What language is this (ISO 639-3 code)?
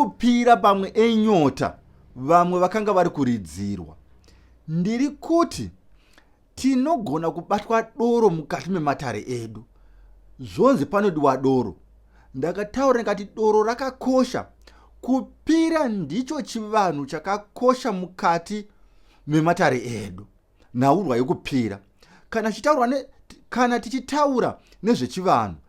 sna